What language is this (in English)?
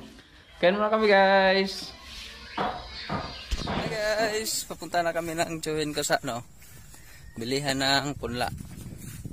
Filipino